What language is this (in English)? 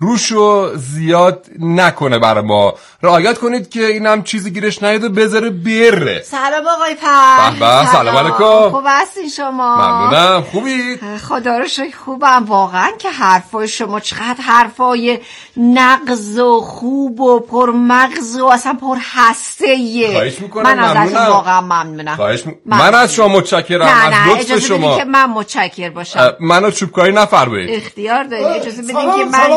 Persian